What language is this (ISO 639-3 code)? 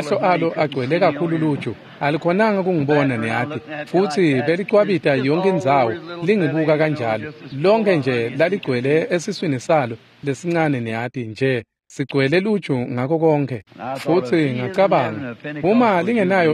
ssw